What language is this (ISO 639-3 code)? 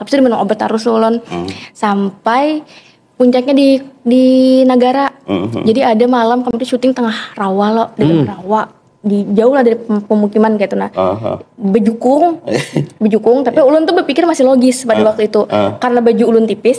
bjn